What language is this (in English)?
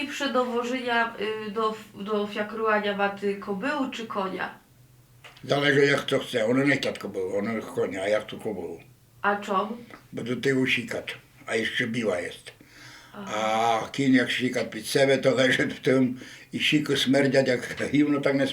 Rusyn